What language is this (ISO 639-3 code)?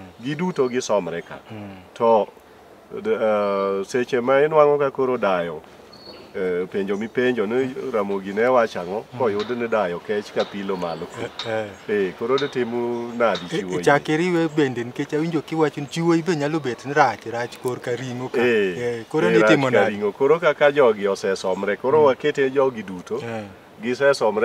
luo